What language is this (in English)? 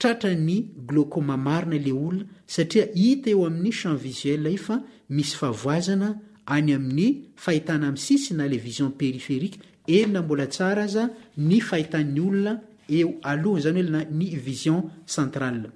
Malagasy